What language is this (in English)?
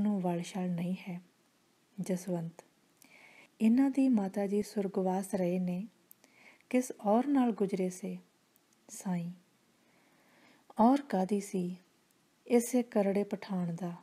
Punjabi